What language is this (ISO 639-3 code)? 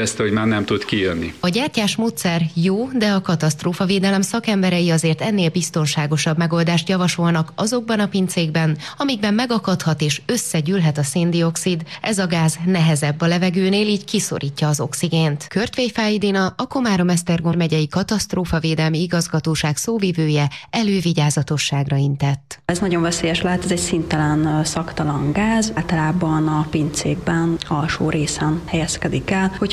hun